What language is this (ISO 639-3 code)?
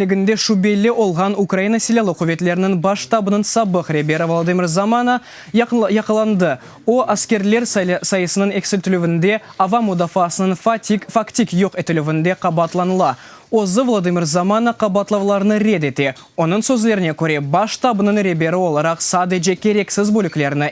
crh